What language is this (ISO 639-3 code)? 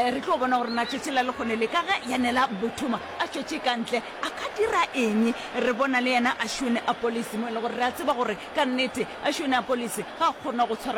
nso